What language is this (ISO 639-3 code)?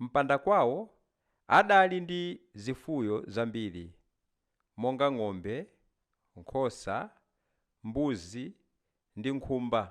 nya